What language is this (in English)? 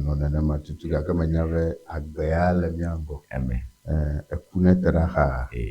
Ewe